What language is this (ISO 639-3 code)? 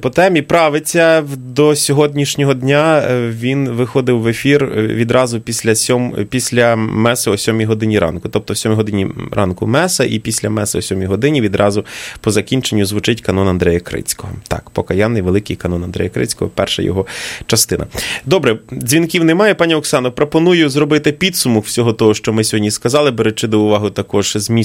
ukr